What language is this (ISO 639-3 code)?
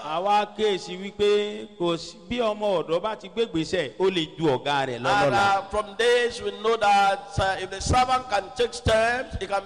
yor